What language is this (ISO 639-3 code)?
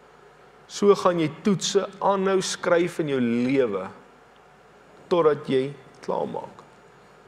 afr